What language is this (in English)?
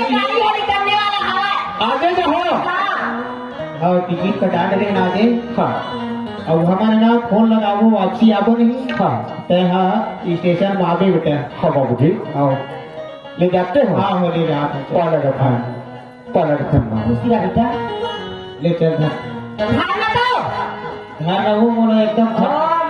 Chhattisgarhi